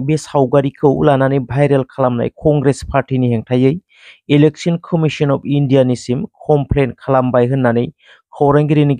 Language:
Bodo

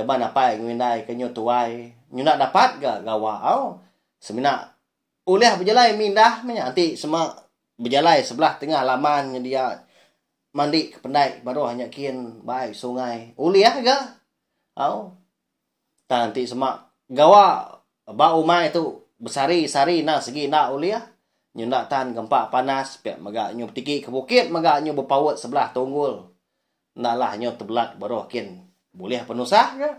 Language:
Iban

